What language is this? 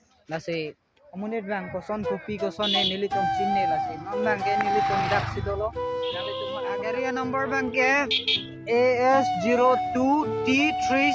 Karbi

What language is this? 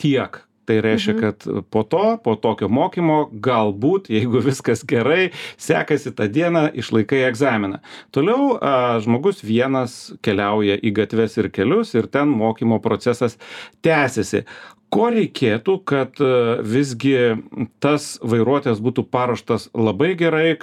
Lithuanian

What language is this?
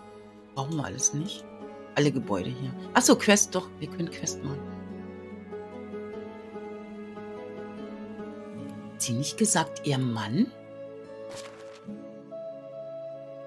German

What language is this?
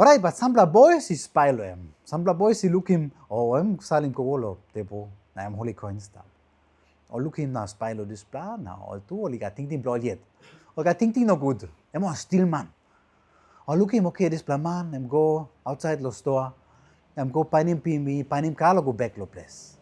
Tok Pisin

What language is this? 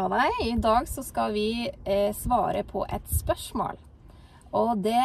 Norwegian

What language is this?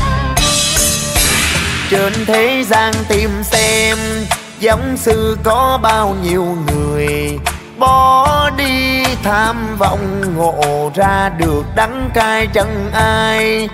Vietnamese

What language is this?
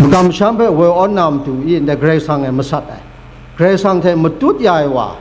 Kachin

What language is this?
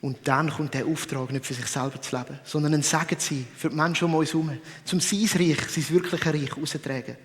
Swiss German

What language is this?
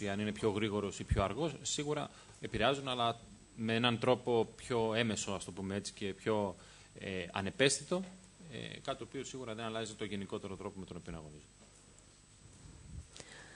Greek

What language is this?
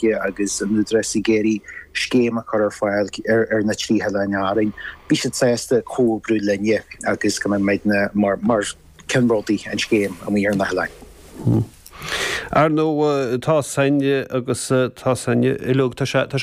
Irish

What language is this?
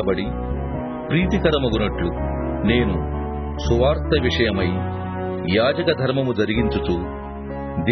Telugu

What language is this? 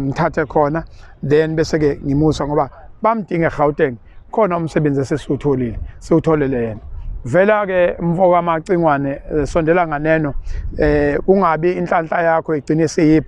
Zulu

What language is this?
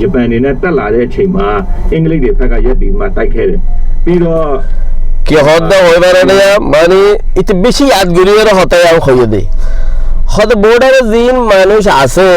Rohingya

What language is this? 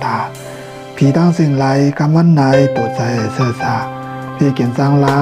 Shan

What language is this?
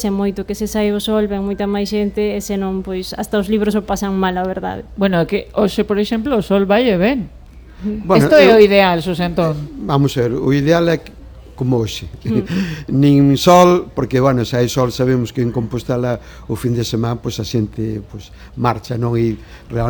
Galician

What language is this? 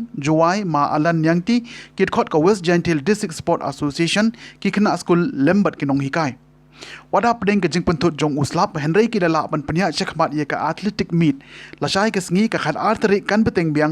Khasi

